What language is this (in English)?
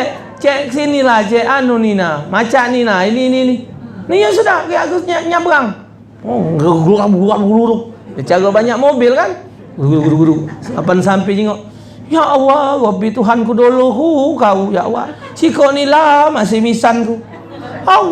Musi